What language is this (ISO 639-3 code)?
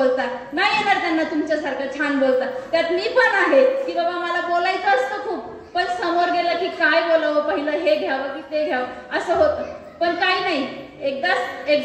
mar